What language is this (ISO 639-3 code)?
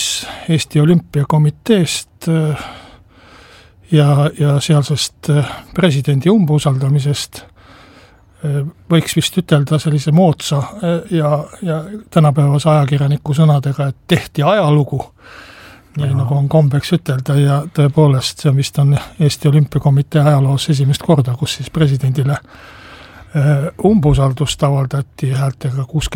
est